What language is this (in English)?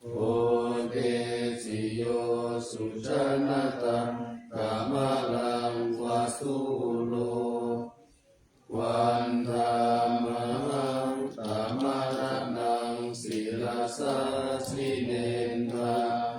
Pali